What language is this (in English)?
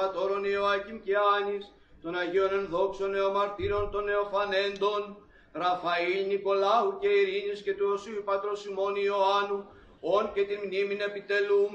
Greek